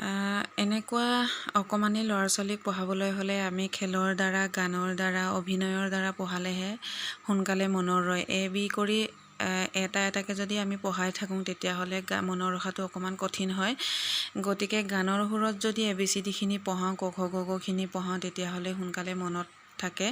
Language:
Assamese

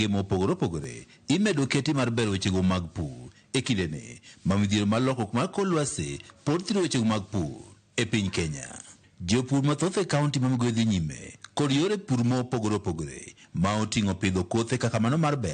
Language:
Luo (Kenya and Tanzania)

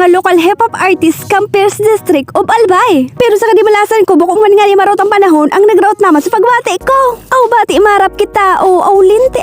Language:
Bikol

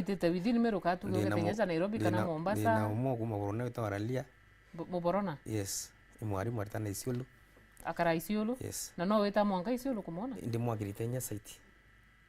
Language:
Meru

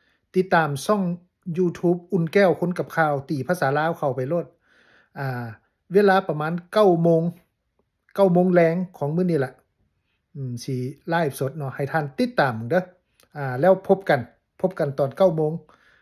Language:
Lao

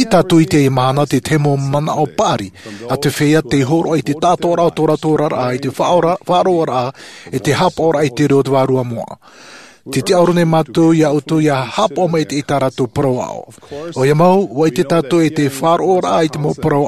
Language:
Tahitian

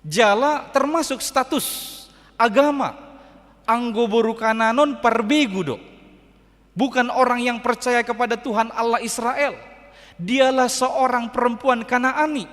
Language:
Batak Toba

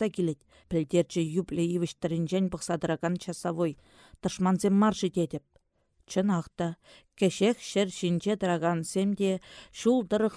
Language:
Chuvash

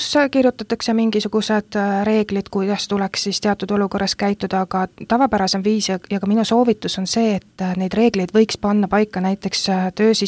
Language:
Estonian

